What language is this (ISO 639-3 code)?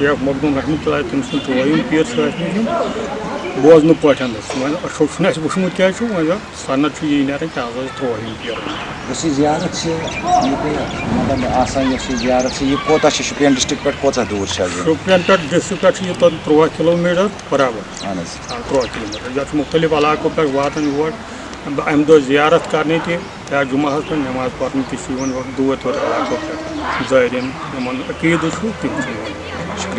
kas